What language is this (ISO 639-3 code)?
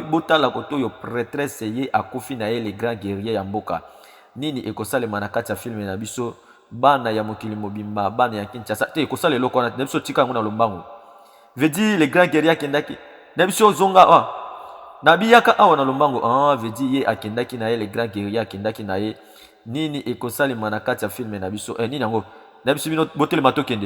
lin